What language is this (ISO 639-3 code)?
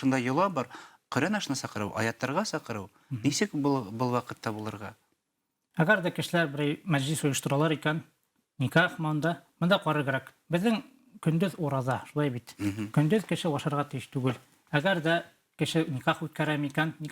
bak